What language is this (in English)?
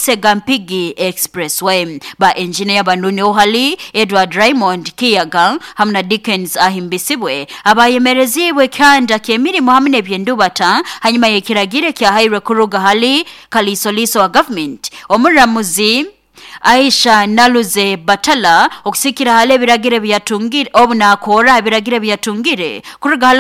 Nyoro